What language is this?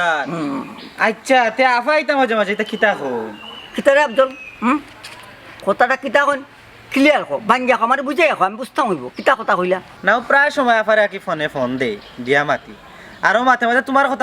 Sylheti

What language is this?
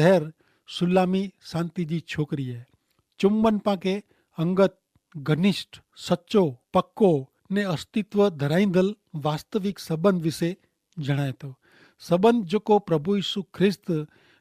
Kachhi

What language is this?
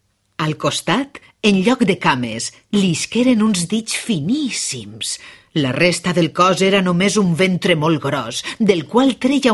Catalan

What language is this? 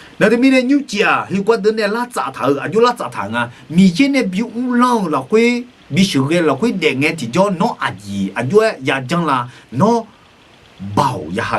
Akha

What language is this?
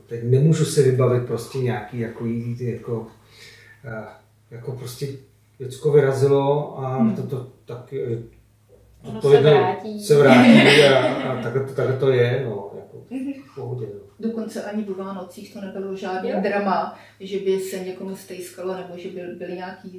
Czech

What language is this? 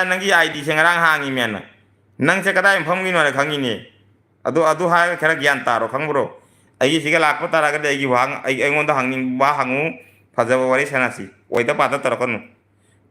Manipuri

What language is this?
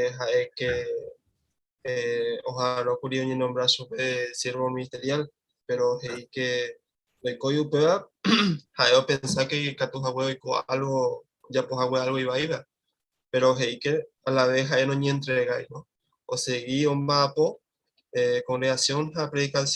Guarani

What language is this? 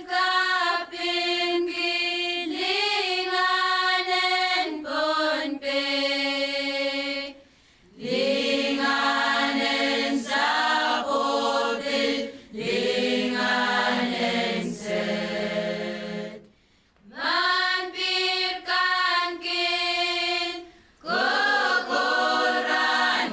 Pohnpeian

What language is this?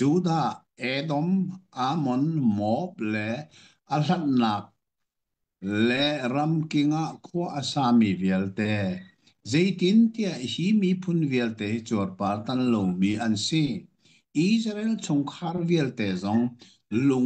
Hakha Chin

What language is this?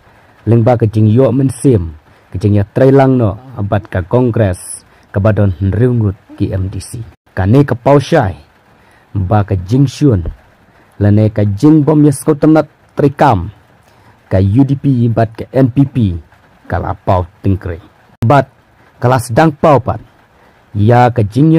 Khasi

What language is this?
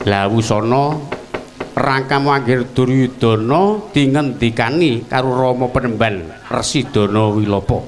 Javanese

